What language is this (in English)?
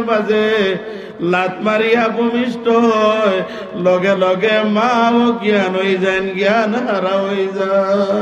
Sylheti